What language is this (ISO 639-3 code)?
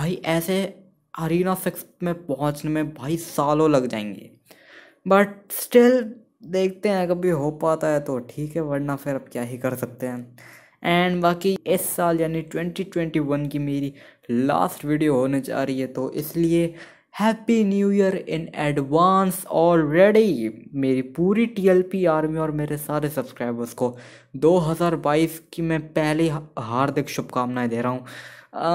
hin